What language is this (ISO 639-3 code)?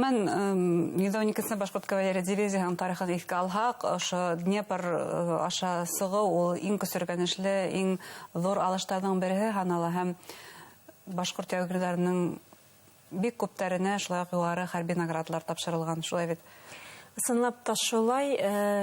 bak